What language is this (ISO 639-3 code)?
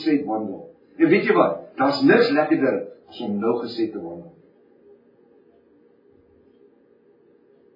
afr